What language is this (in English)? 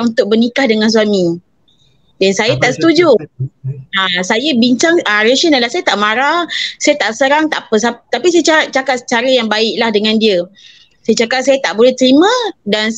Malay